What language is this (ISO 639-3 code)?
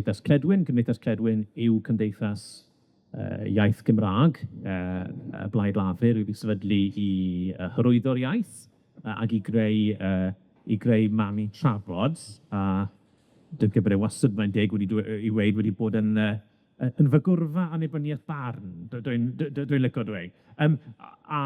cym